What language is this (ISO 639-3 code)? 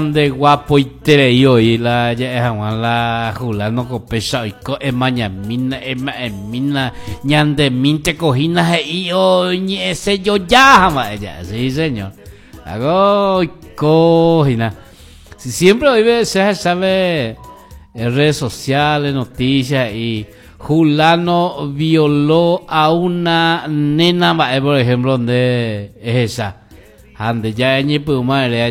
grn